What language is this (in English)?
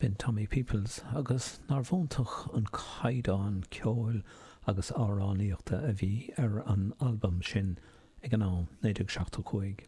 Irish